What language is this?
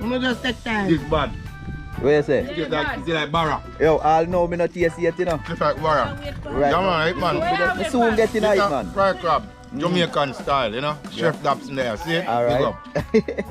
Jamaican Creole English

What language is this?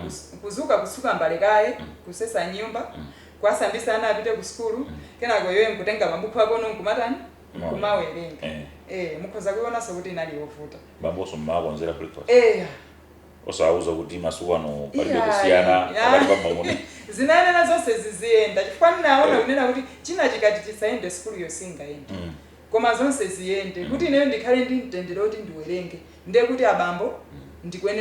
Nyanja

